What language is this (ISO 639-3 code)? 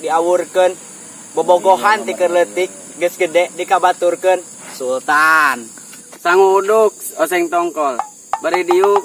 sun